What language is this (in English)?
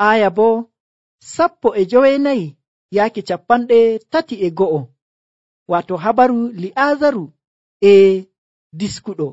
Nigerian Fulfulde